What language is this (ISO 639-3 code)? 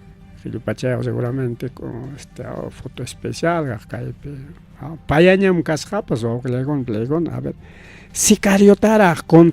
quy